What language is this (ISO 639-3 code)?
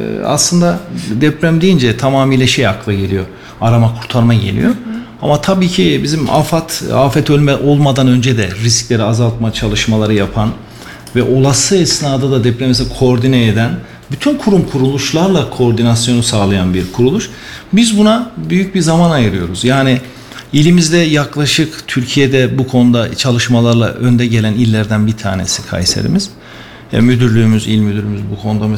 tur